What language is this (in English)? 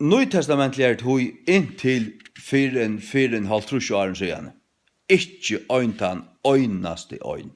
Faroese